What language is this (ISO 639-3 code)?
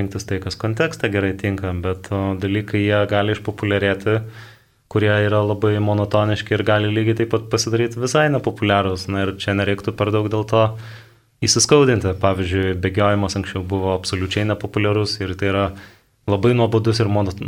lit